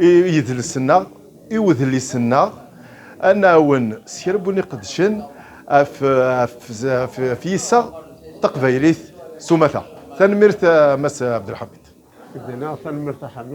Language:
Kabyle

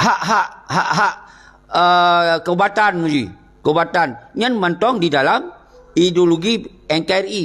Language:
Achinese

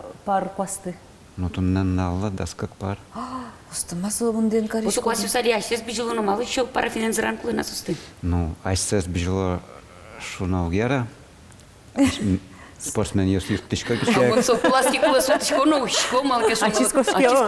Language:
Udmurt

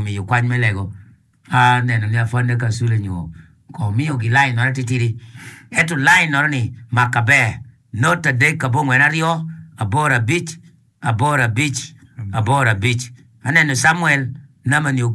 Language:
Acoli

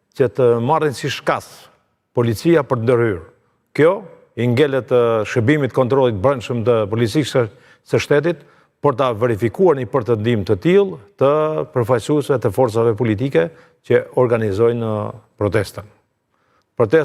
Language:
Albanian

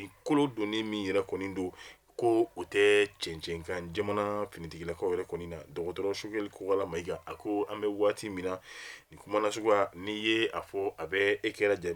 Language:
Bambara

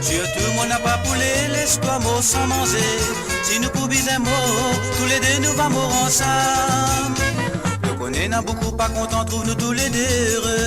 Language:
Morisyen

